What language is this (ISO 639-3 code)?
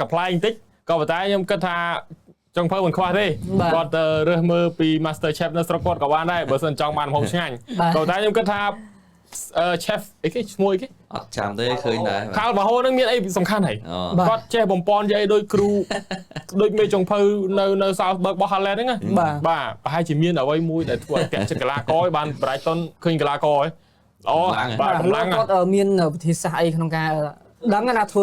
khm